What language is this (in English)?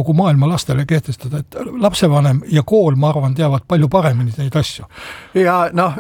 Estonian